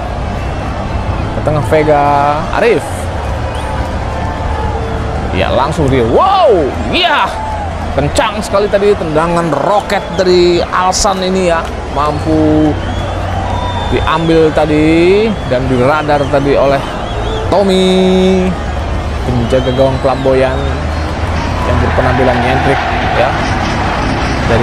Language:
Indonesian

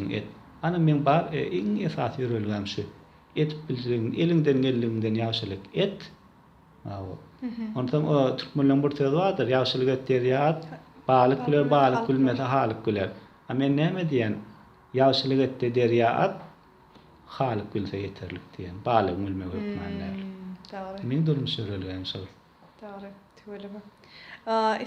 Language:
Turkmen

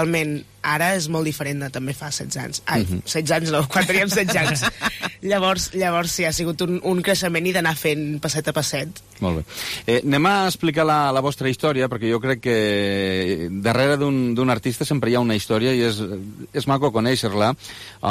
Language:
Catalan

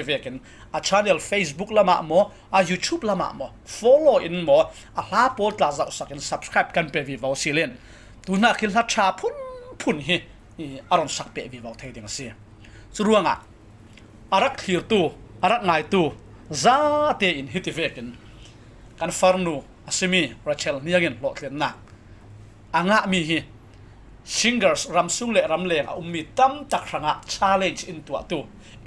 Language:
Falam Chin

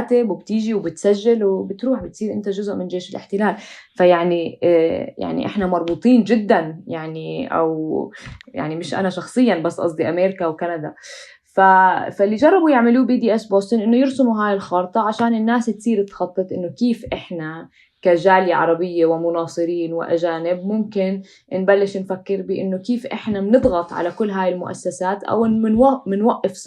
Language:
North Levantine Arabic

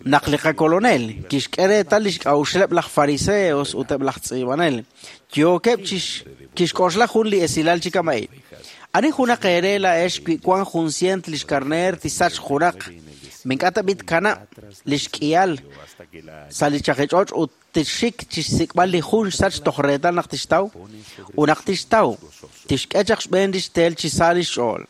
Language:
Kekchí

